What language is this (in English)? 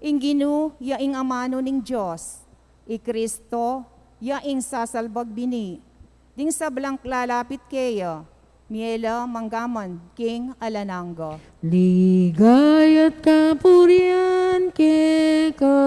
Pampanga